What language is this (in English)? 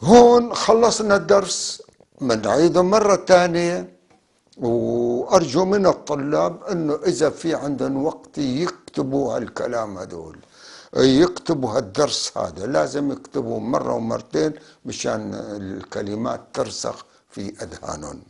North Levantine Arabic